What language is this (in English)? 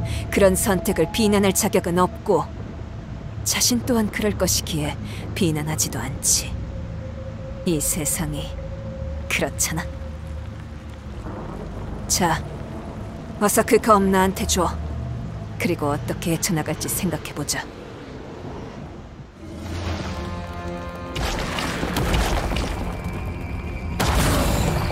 Korean